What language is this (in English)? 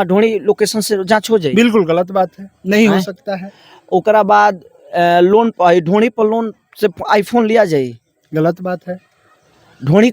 Bhojpuri